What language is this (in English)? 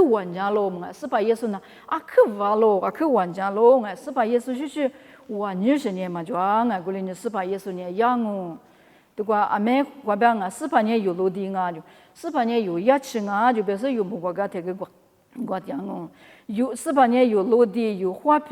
Lisu